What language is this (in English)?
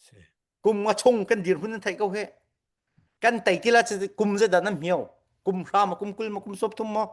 Hakha Chin